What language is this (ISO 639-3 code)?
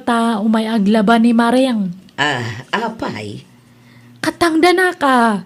ilo